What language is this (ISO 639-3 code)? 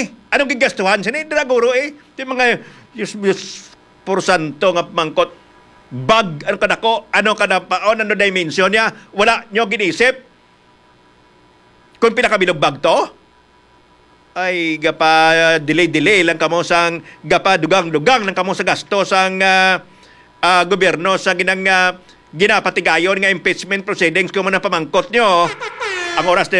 hil